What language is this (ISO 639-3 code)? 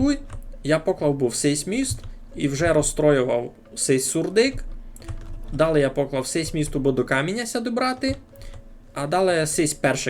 rue